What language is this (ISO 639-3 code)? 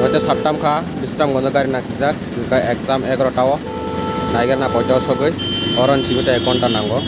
trp